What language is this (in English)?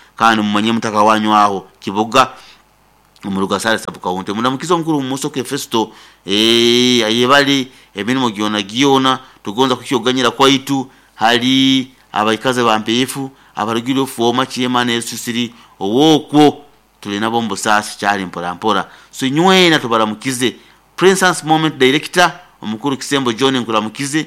Nyoro